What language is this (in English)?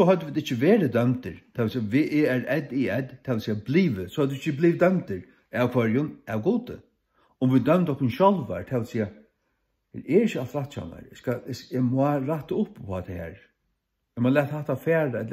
Faroese